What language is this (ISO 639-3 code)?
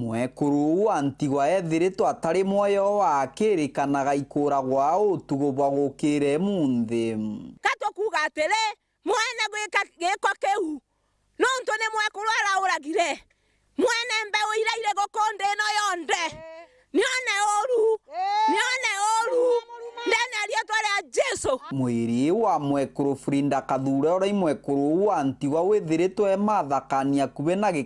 mer